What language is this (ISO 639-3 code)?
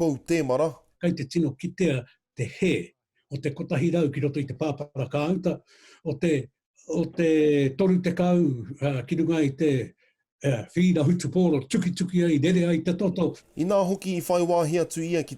mri